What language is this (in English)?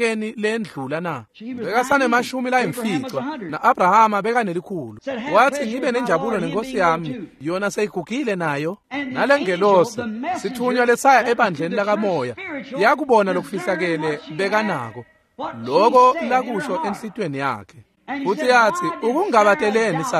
Swati